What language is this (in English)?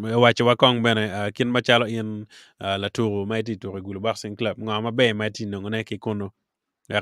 Acoli